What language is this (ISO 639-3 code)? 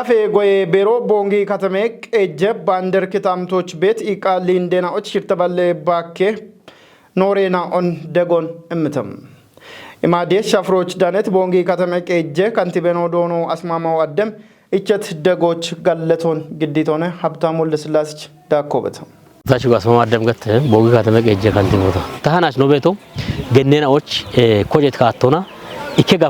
kbr